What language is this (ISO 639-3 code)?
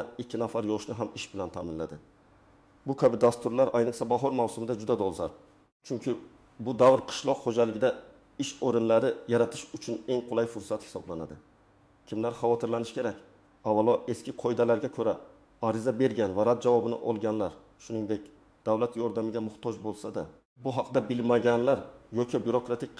uzb